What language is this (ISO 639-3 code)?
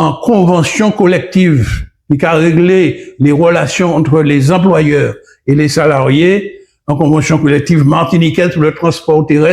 gcf